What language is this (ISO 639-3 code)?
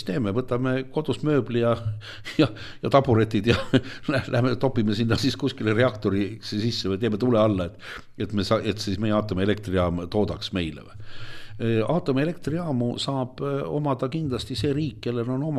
est